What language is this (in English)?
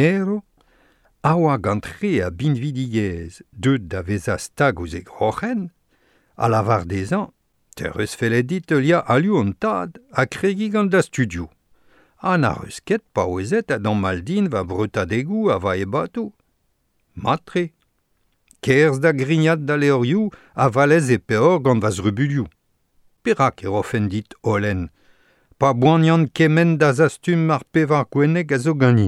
Breton